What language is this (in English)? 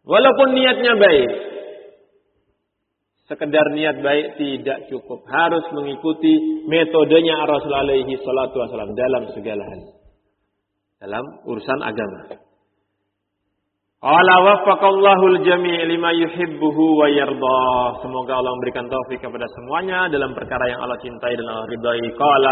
Indonesian